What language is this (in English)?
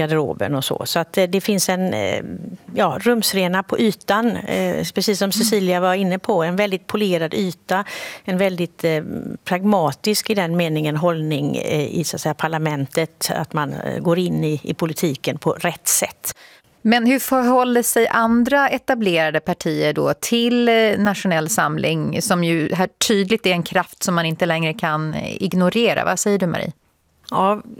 Swedish